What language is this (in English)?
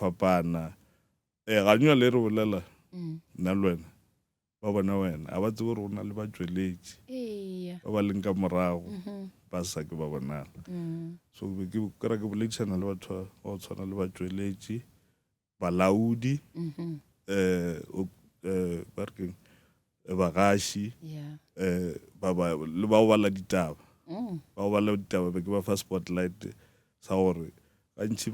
Northern Sotho